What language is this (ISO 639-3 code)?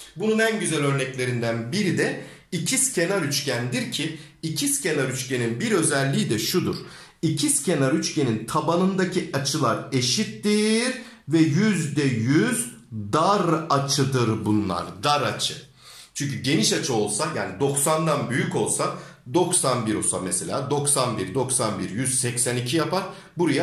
tur